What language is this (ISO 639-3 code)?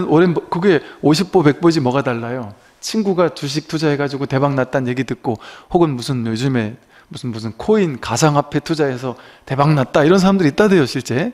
kor